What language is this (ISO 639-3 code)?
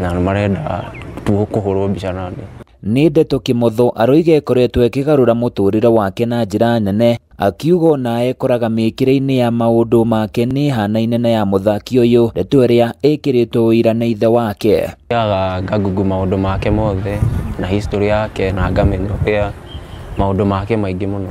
kik